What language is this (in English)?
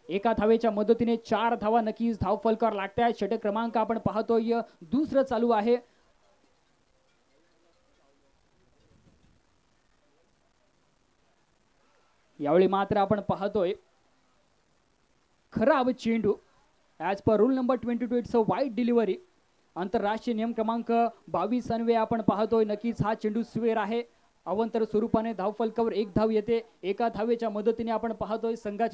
Marathi